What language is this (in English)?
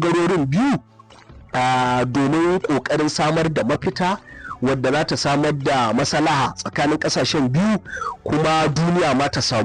Hausa